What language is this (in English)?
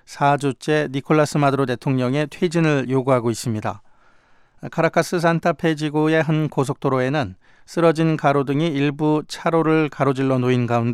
Korean